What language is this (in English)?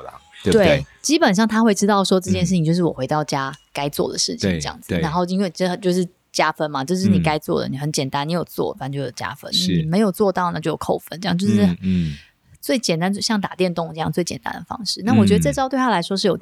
Chinese